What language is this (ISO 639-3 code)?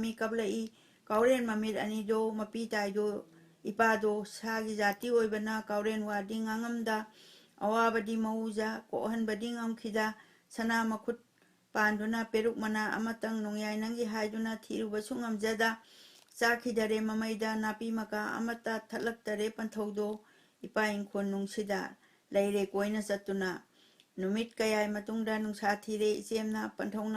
mni